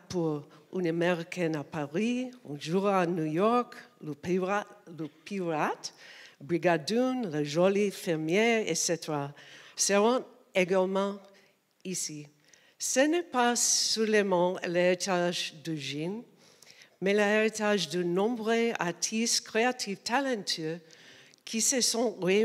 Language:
French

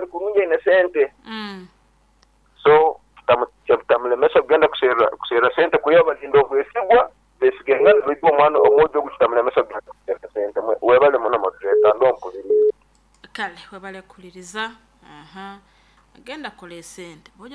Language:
Nyoro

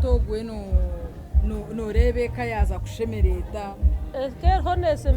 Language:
Nyankole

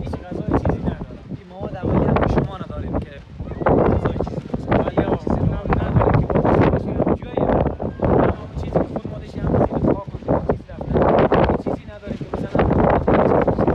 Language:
Persian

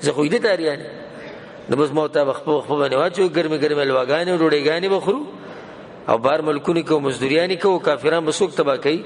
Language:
Pashto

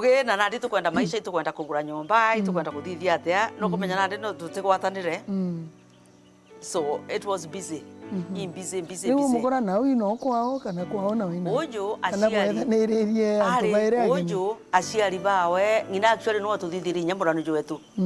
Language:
Meru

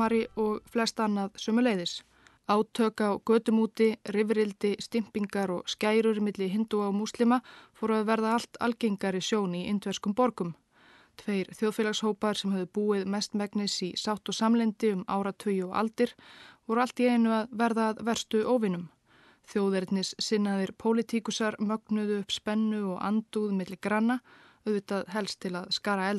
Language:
Icelandic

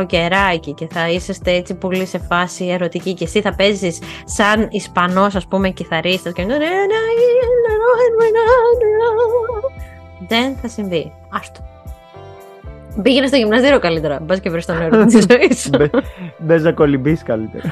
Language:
Greek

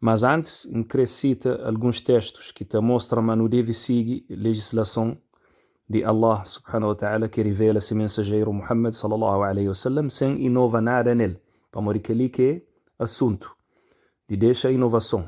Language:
Kabuverdianu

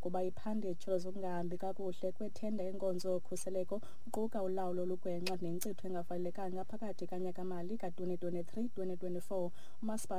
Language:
Xhosa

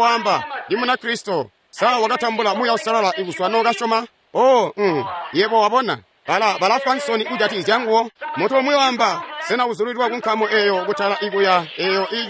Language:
Tonga (Zambia)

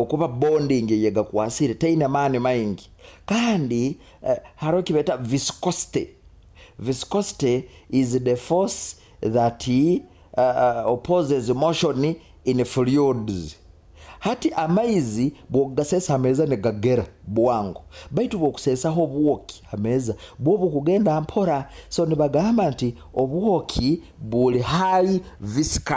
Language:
Nyoro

